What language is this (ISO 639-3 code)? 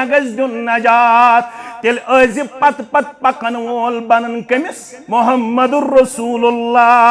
kas